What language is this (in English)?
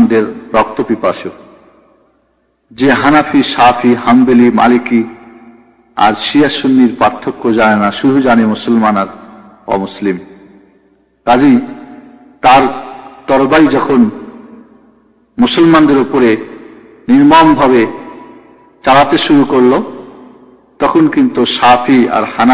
Bangla